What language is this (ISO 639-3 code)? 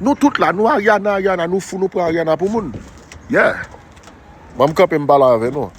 hat